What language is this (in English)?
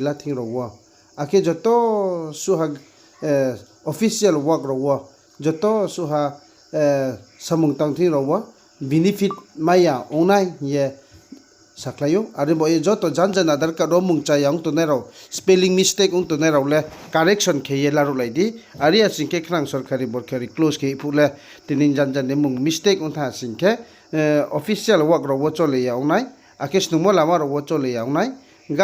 Riang (India)